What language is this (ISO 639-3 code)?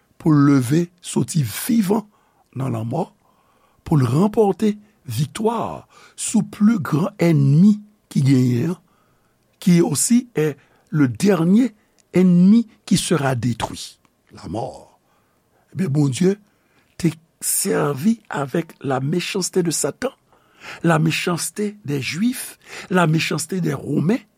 hat